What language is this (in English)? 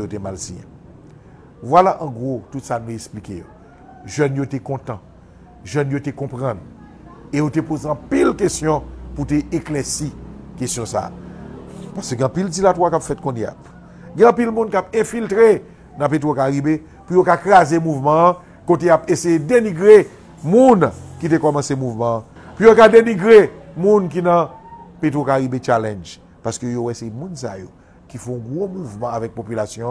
Haitian Creole